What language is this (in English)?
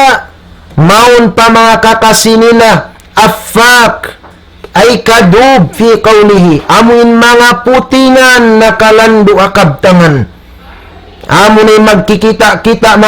Tausug